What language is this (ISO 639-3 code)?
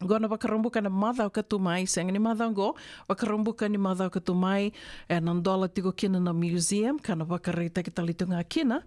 fij